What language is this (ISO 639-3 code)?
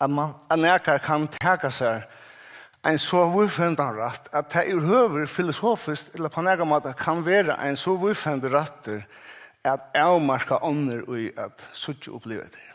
fao